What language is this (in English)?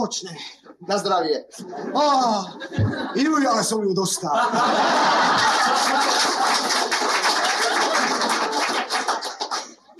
Slovak